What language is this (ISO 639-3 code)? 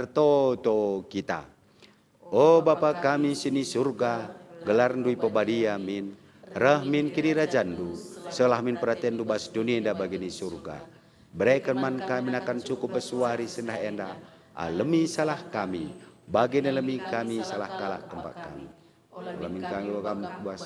btx